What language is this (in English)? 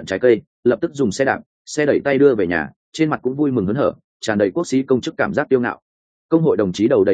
Vietnamese